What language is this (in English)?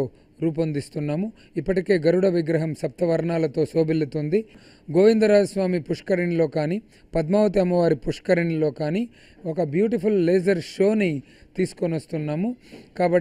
Telugu